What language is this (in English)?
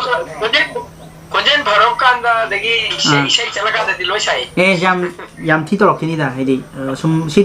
Manipuri